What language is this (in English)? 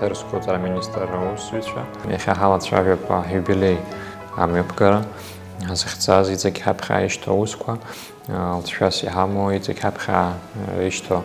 Abkhazian